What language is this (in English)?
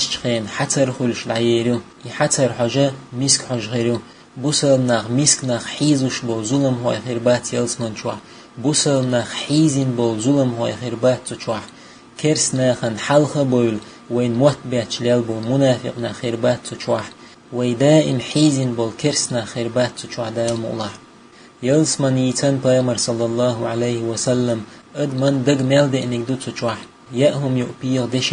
Chechen